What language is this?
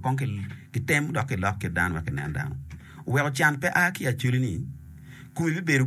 Acoli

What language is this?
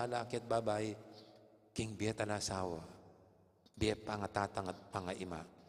Pampanga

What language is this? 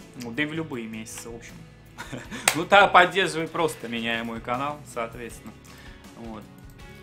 Russian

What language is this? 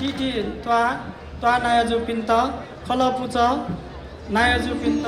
Newari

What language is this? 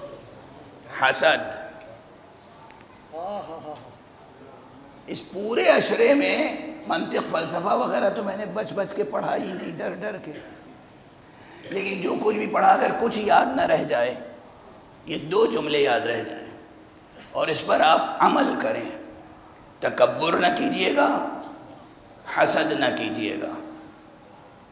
Urdu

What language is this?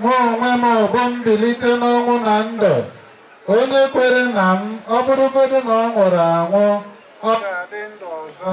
Igbo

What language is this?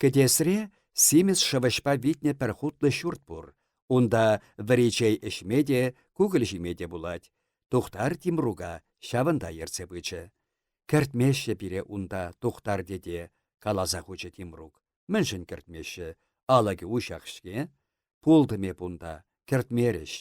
Chuvash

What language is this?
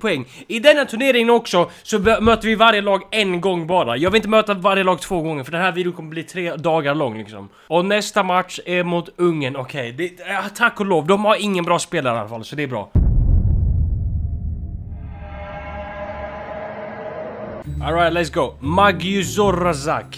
Swedish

